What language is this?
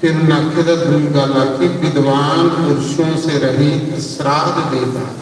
Dogri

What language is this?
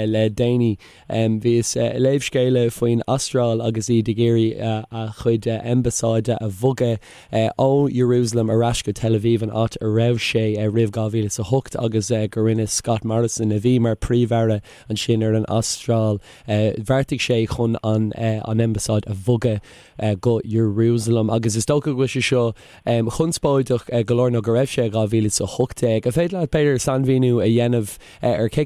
Irish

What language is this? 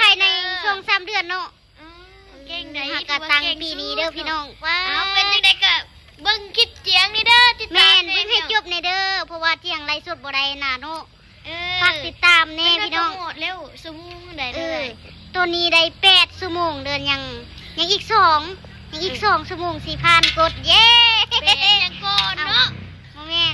Lao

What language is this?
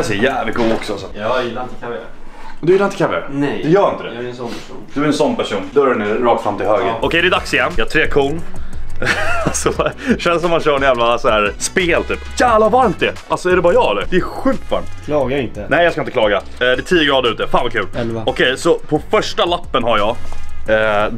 Swedish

